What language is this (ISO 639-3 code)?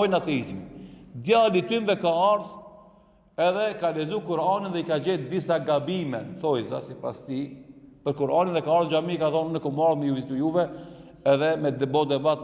sqi